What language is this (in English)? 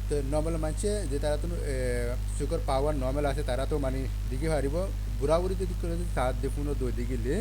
Rohingya